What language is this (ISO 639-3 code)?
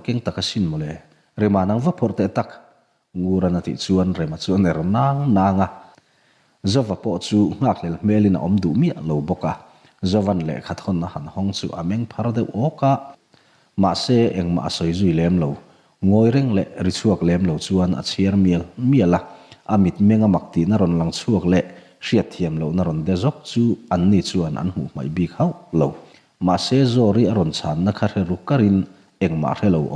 lus